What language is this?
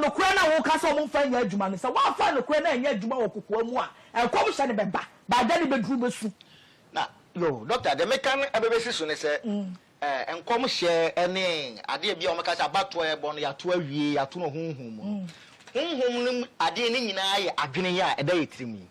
Akan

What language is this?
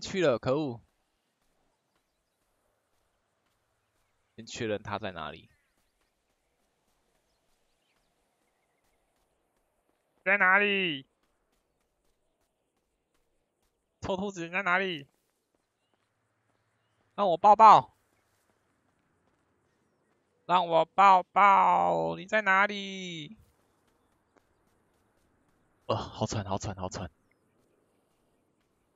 Chinese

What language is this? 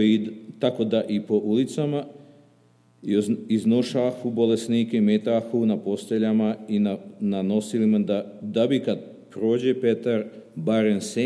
Serbian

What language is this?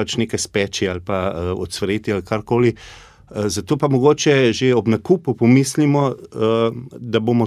Slovenian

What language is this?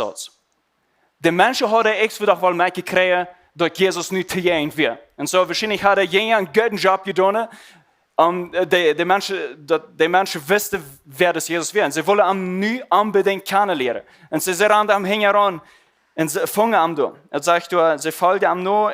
Plautdietsch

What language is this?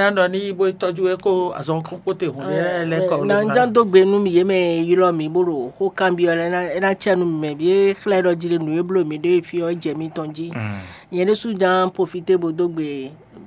Fon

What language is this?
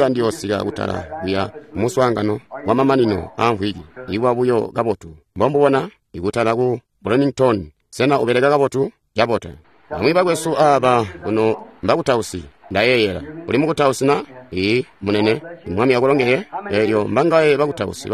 Tonga (Zambia)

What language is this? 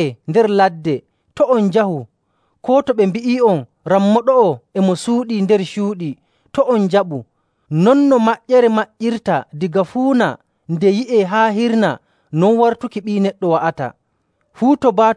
Nigerian Fulfulde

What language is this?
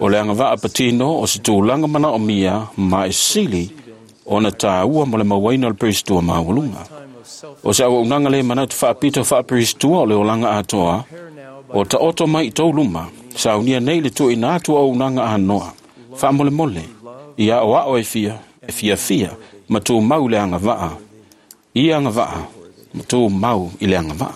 Samoan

